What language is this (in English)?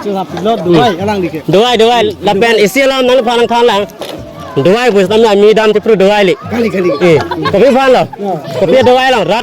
Karbi